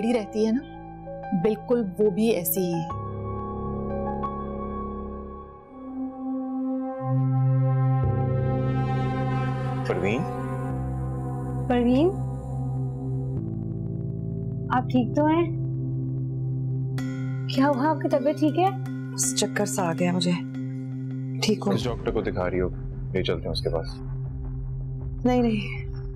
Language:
Hindi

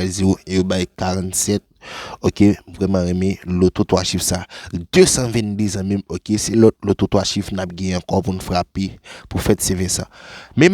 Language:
Haitian Creole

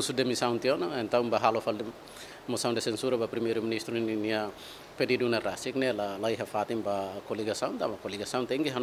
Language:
Tetum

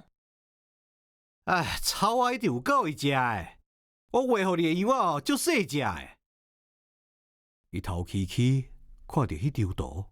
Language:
Min Nan Chinese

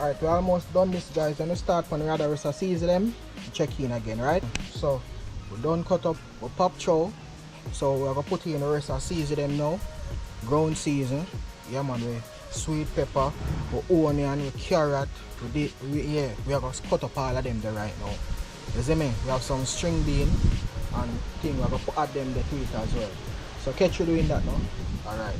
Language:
Jamaican Creole English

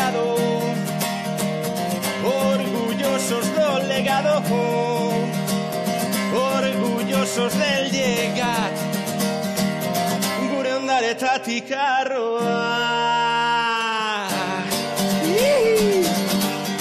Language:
Basque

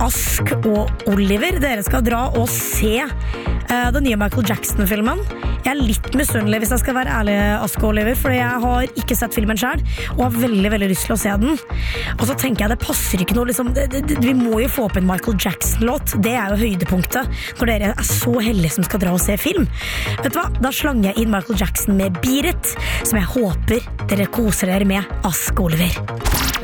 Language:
Norwegian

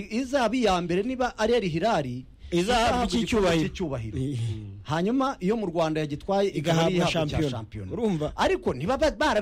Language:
Kinyarwanda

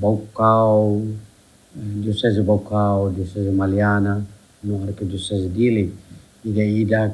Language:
Tetum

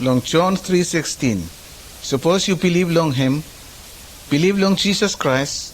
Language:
Bislama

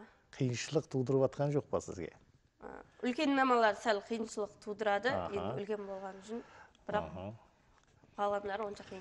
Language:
Kara-Kalpak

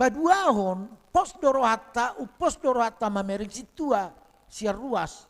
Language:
Batak Toba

